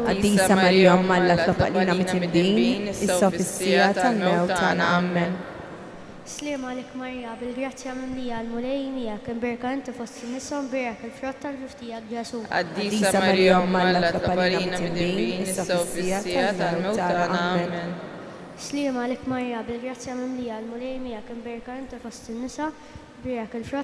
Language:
Maltese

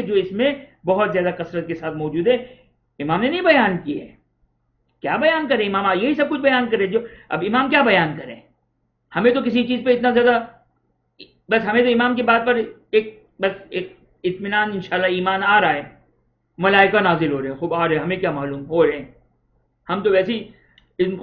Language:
Urdu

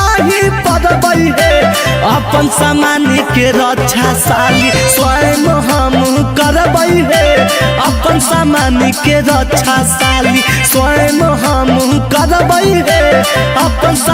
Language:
Magahi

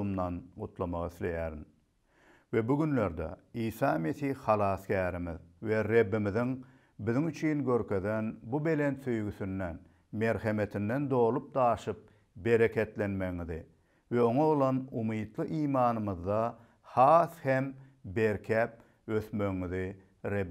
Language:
Turkmen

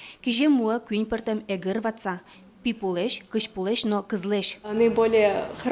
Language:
Udmurt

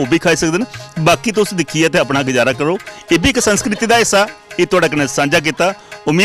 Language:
Dogri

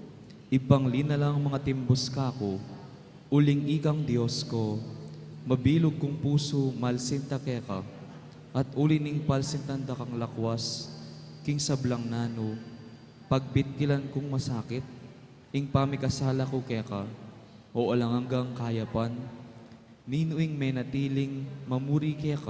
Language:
Pampanga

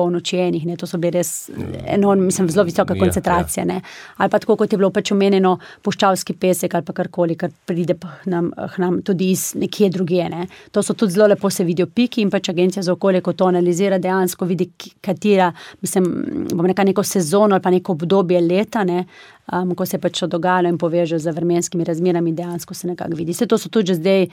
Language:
Slovenian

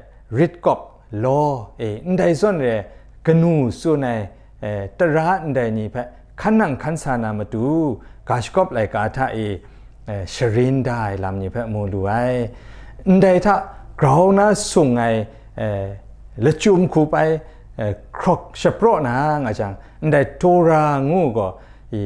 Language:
Kachin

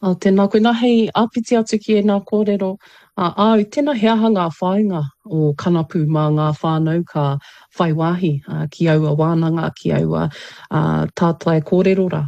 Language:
Māori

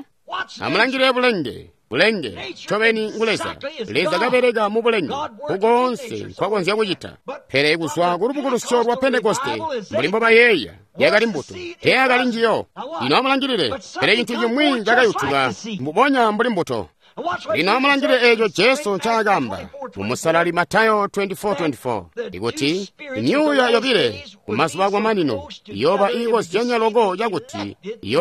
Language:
Tonga (Zambia)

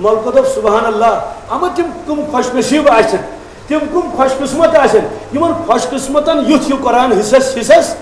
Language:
Kashmiri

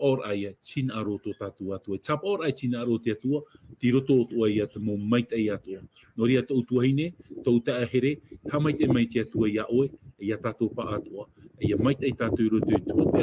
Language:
Tahitian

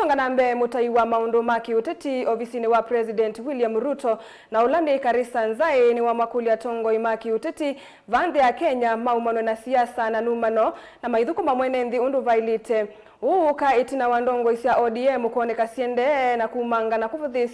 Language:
Kamba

